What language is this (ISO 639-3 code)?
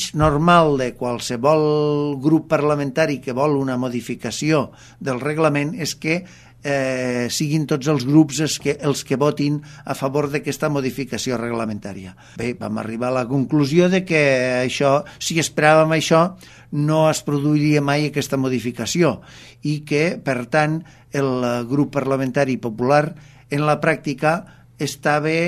cat